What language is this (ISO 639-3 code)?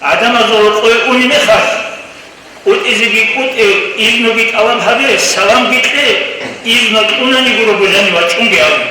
ava